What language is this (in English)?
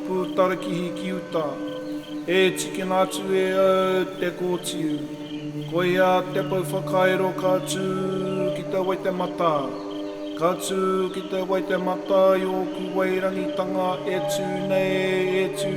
Māori